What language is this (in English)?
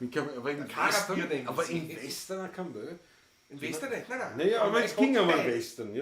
Bavarian